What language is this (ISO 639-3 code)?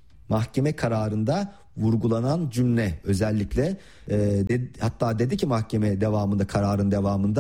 tur